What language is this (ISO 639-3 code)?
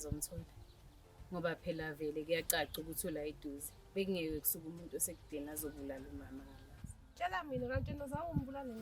zul